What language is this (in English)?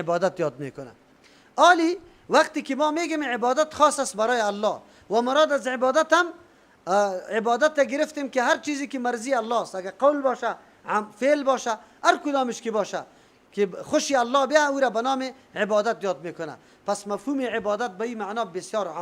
Persian